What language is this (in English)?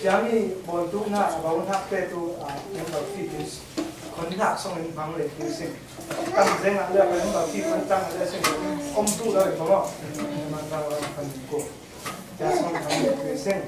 Falam Chin